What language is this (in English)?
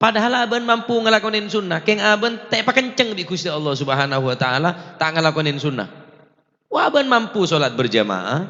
Madurese